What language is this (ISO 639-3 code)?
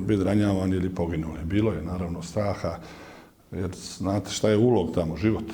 bos